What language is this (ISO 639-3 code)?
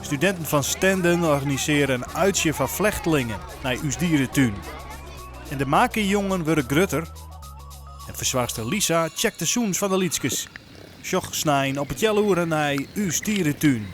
fry